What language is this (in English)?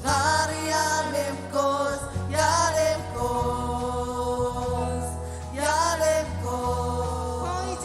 Marshallese